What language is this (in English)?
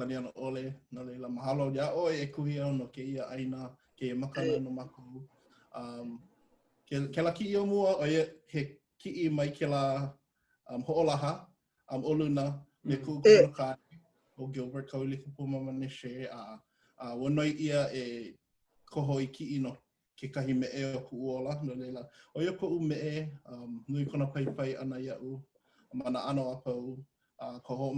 Hawaiian